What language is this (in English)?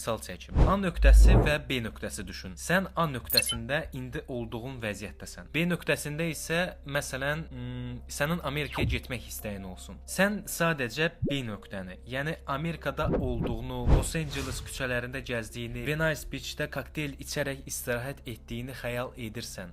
Azerbaijani